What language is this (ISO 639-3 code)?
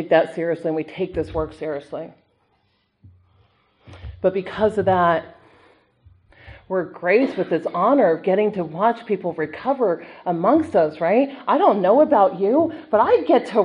eng